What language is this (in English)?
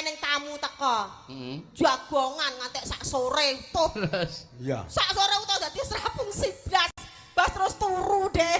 Javanese